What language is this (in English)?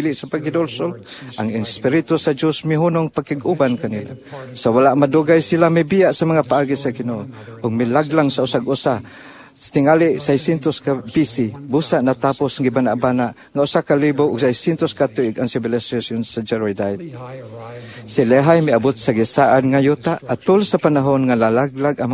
Cebuano